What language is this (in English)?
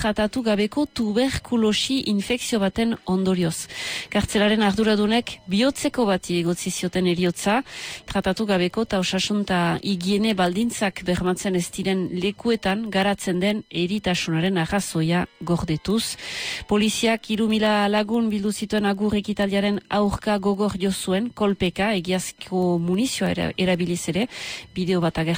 Basque